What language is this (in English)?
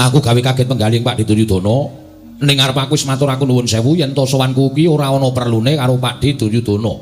Javanese